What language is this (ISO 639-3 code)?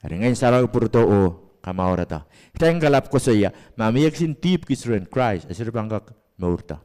pon